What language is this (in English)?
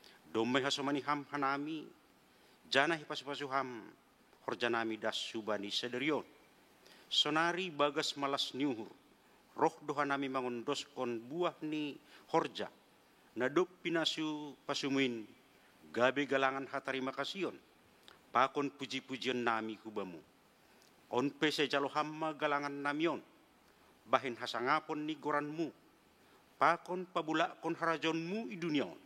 Batak Simalungun